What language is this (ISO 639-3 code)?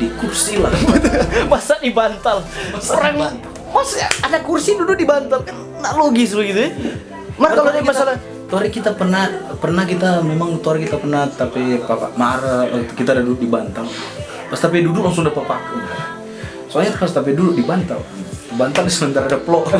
xmm